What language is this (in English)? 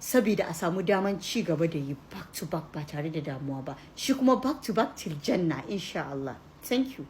Hausa